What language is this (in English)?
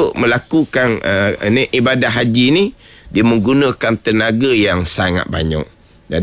Malay